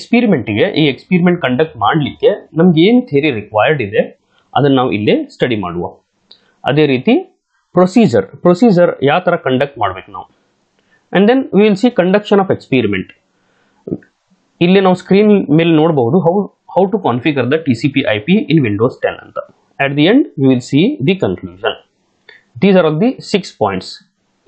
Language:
Kannada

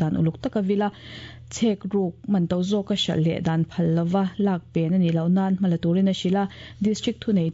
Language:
Mizo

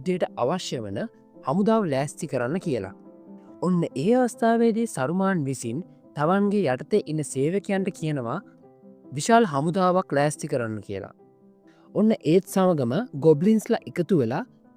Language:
Sinhala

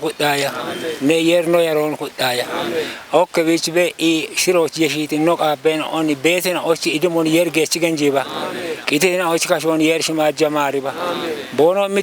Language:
Kafa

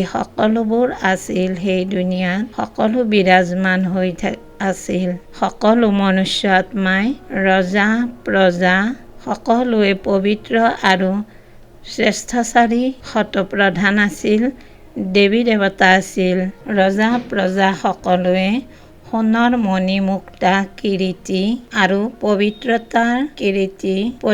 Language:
Assamese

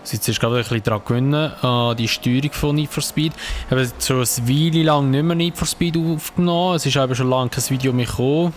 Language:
Swiss German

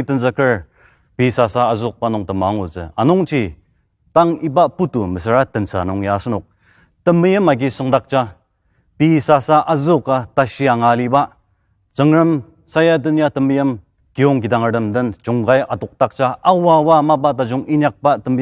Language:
Ao Naga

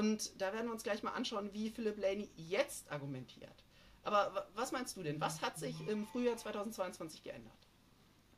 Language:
German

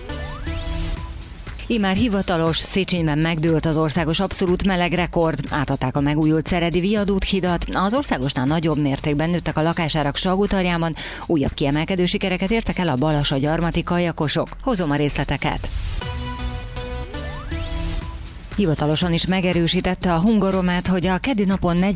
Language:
Hungarian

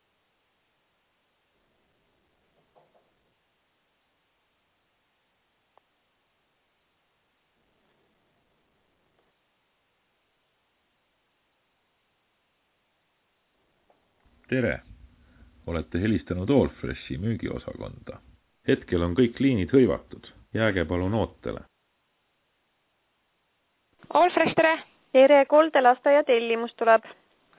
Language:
Estonian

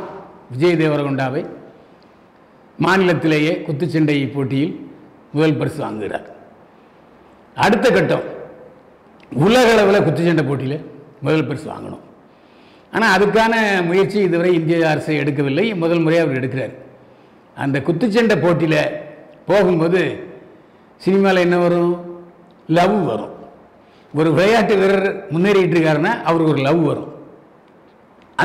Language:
Tamil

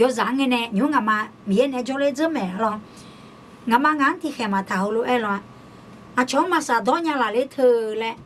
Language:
Akha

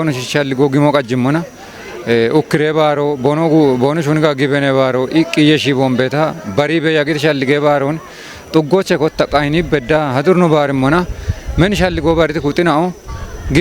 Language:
Kafa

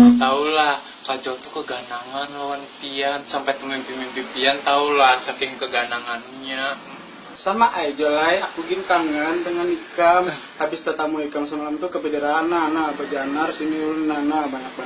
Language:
Banjar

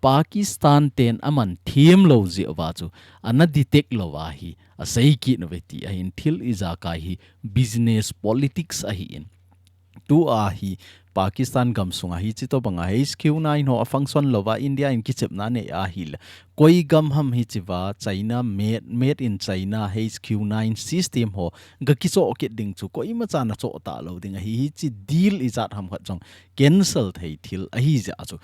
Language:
Thado Chin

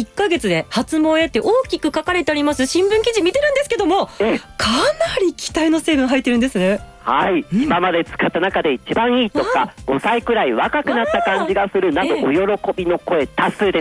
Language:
Japanese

